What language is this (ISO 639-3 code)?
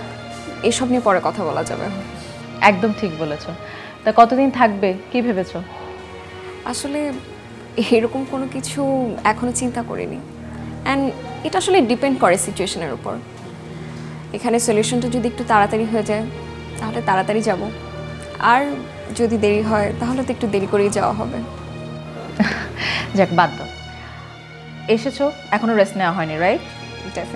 ben